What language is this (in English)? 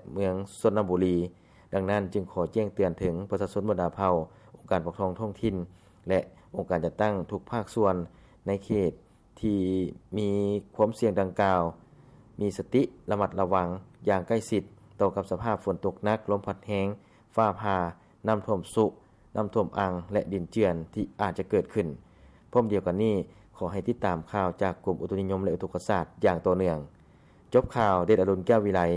Lao